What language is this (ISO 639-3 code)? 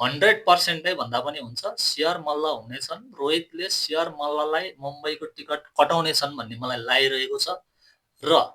nep